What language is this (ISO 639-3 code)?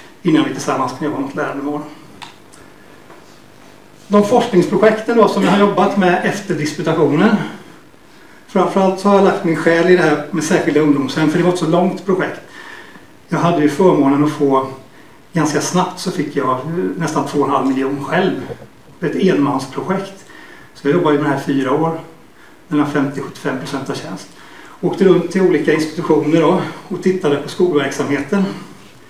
swe